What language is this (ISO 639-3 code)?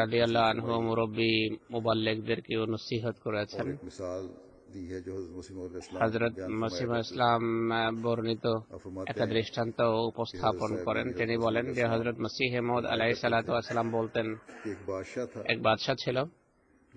ben